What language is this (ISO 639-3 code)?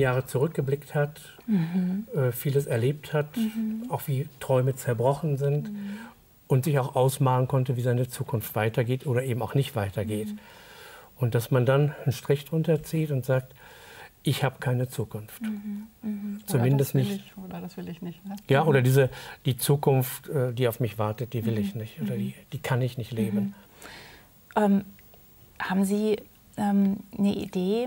deu